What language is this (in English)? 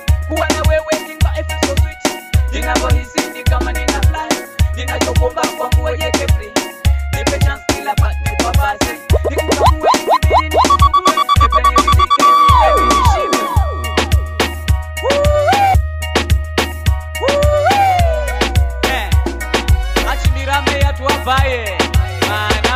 Swahili